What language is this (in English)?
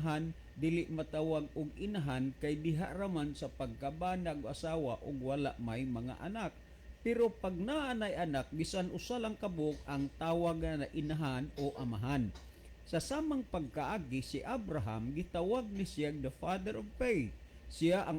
Cebuano